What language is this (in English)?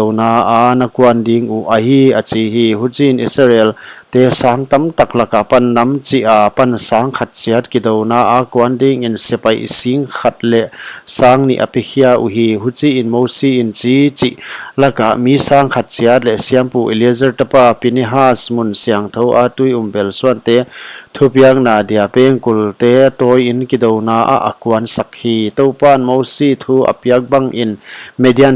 Paite Chin